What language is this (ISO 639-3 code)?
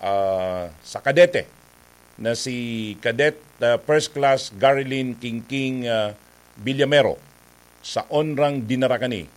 bik